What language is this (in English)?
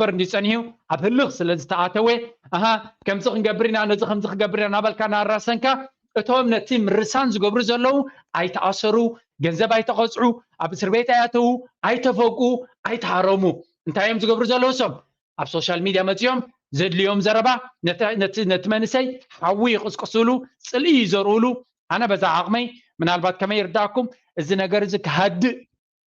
Tigrinya